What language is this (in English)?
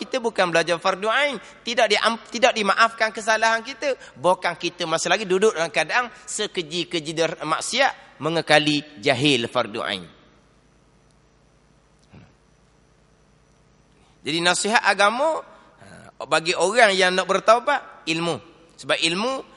Malay